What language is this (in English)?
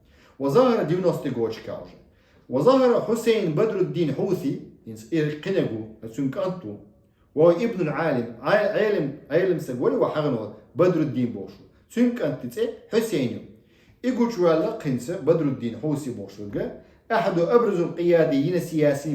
Chechen